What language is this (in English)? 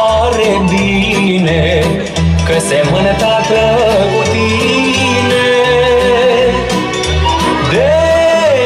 Romanian